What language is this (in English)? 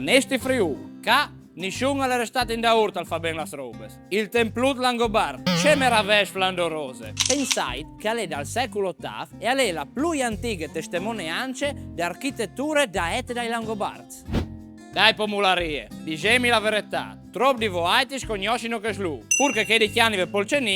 Friulian